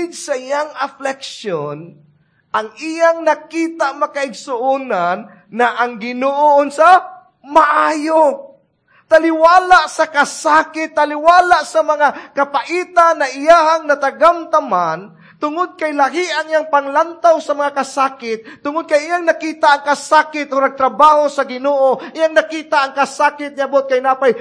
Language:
Cebuano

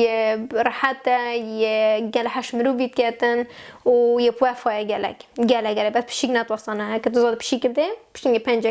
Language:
Kurdish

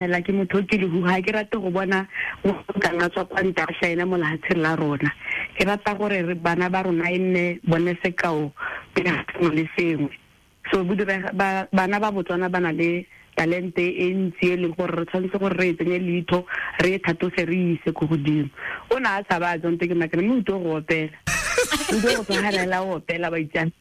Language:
Tswana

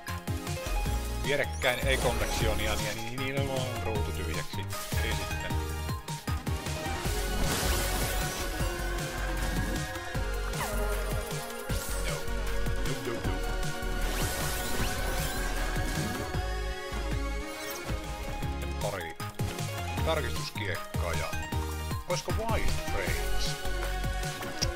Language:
Finnish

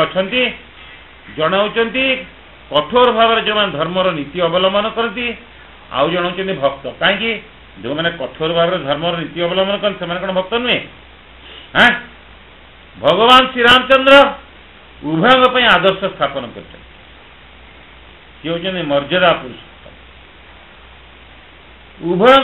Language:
Odia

